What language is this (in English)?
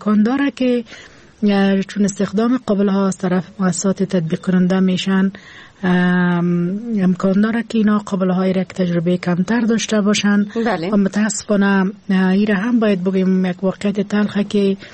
Persian